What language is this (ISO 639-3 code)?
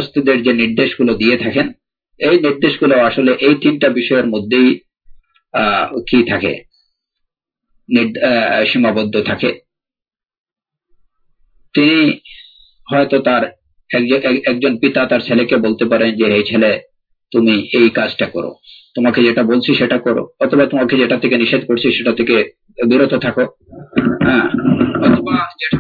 ben